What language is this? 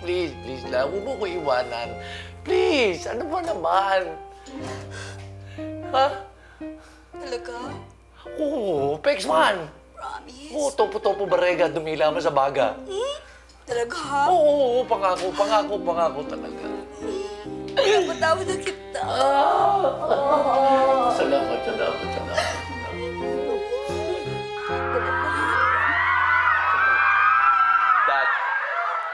Filipino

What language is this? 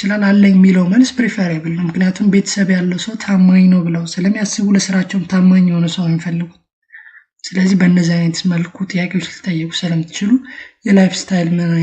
Amharic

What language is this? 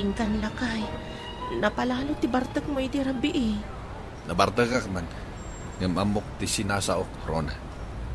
Iloko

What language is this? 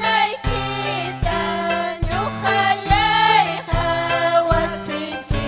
Ayacucho Quechua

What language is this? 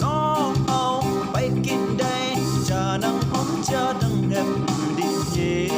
Rumai Palaung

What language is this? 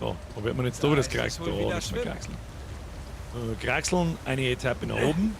Bavarian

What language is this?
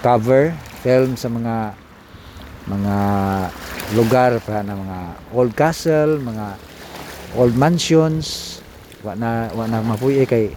Cebuano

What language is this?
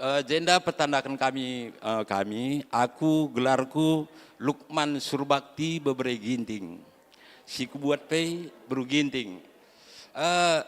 Batak Karo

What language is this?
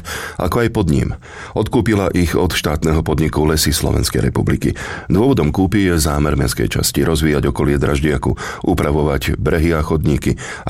Slovak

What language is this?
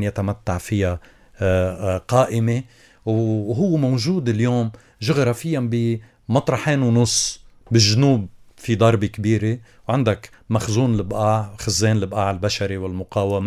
North Levantine Arabic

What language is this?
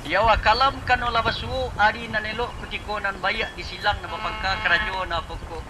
Minangkabau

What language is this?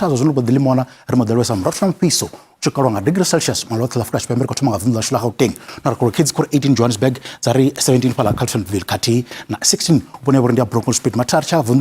Venda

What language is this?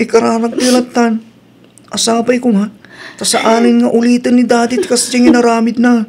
Iloko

